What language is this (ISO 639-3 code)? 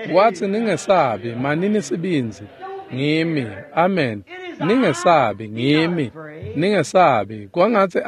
ssw